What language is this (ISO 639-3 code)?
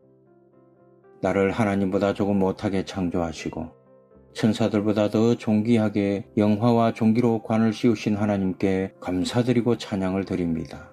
kor